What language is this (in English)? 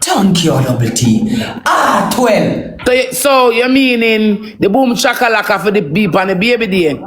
Jamaican Creole English